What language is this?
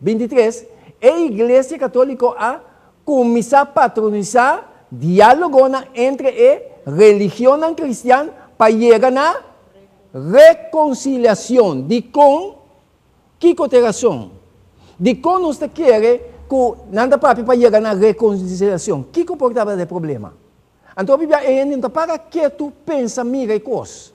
Papiamento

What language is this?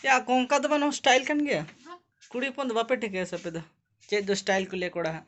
Santali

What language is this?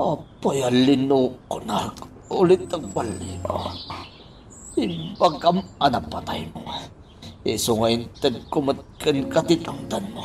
Iloko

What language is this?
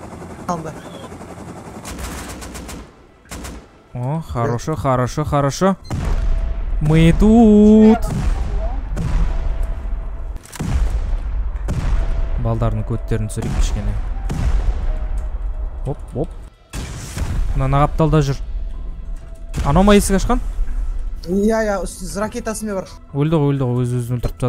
Kazakh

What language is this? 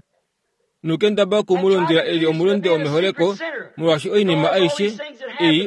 Kuanyama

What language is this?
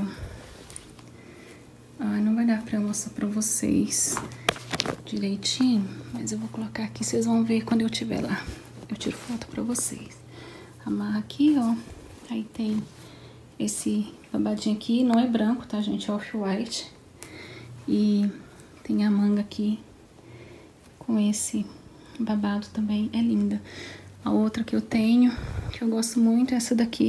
Portuguese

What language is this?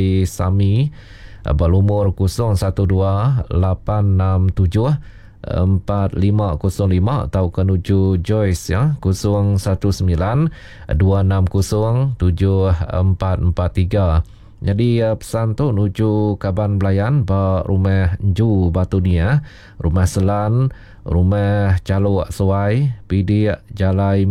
Iban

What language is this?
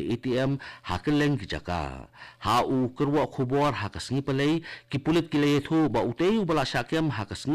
Khasi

